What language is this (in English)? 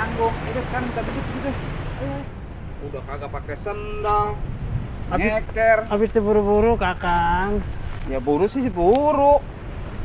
Betawi